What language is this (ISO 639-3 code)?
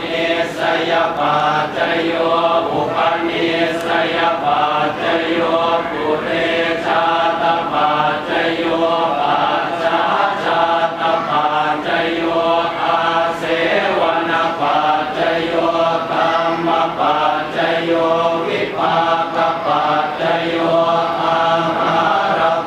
pli